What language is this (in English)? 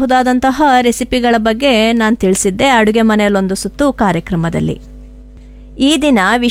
Kannada